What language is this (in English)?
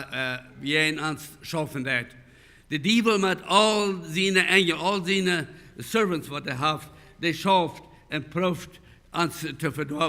Plautdietsch